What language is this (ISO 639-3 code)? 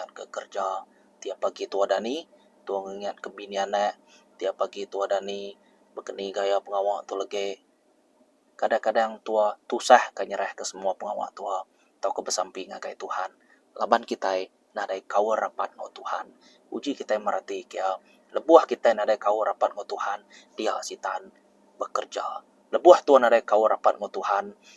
iba